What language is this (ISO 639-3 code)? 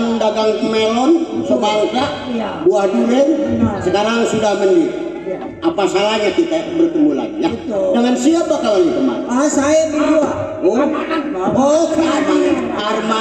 bew